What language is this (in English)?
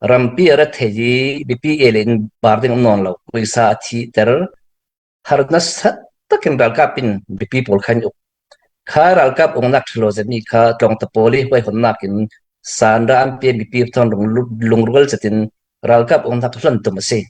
Falam Chin